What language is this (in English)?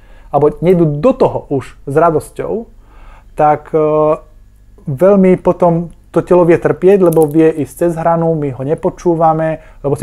Slovak